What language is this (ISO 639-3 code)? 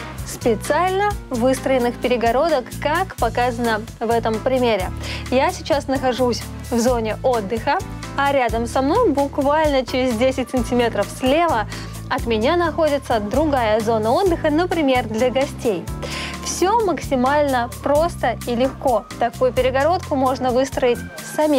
rus